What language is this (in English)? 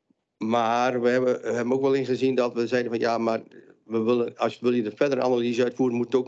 Dutch